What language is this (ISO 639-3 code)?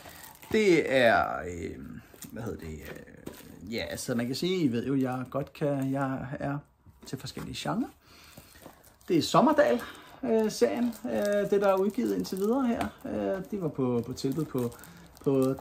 dan